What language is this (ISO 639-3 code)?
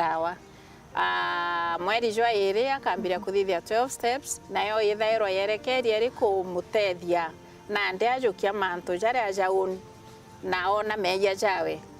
mer